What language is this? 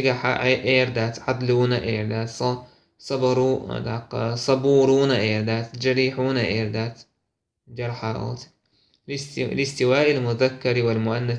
Chechen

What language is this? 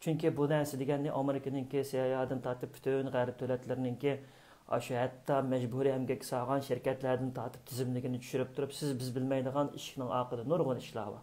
Uyghur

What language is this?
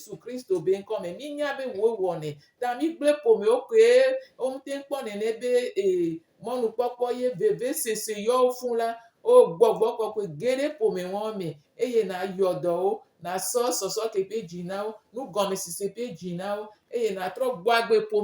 Gen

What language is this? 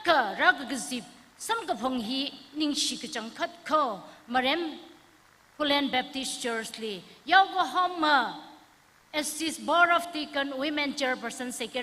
Tangkhul Naga (India)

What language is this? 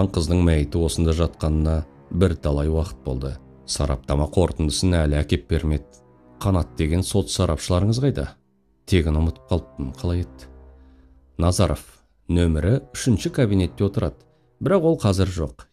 Kazakh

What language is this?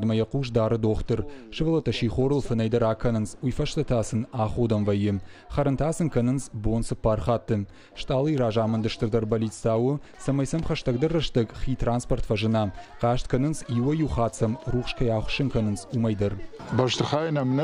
Ossetic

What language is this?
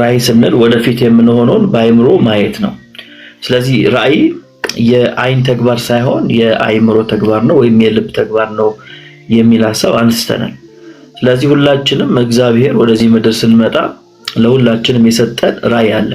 Amharic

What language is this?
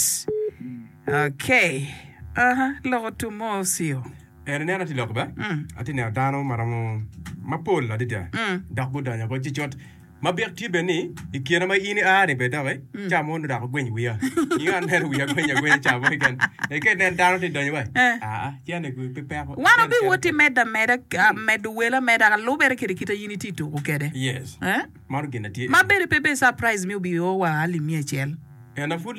Acoli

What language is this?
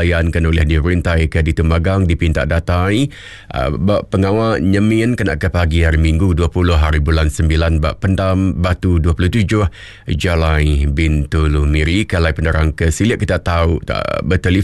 Iban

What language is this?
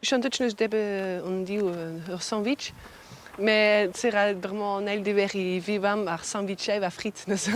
Breton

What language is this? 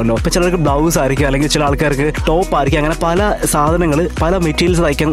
Malayalam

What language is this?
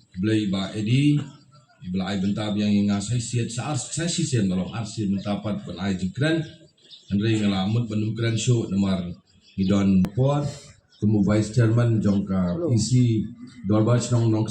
Khasi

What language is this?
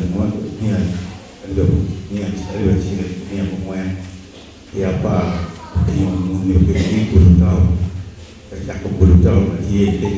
Acoli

